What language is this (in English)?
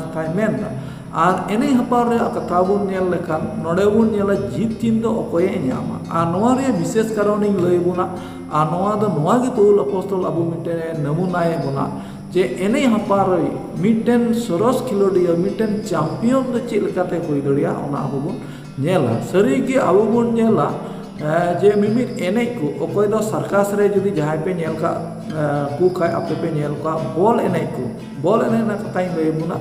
Santali